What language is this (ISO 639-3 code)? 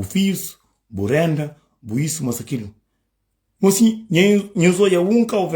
kea